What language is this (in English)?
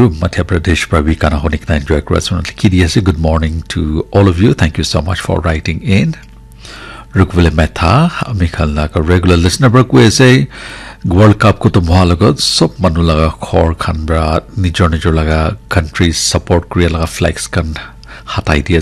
Naga Pidgin